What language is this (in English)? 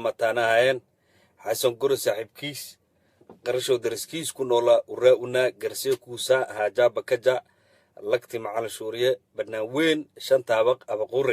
Somali